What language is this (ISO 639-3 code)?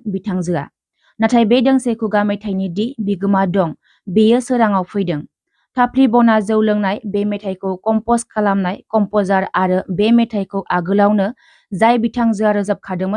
brx